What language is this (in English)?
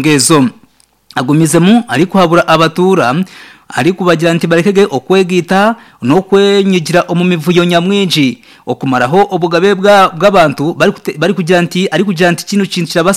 Nyankole